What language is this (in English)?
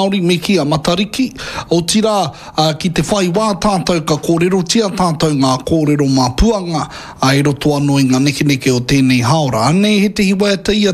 Māori